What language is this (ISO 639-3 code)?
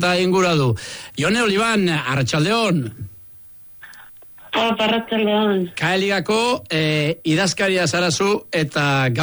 eus